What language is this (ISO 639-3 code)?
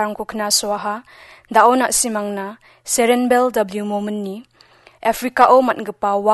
grt